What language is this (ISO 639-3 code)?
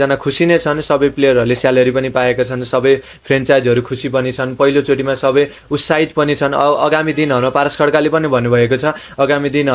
nep